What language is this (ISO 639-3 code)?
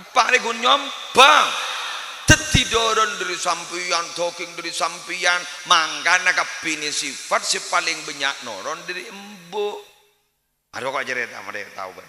mad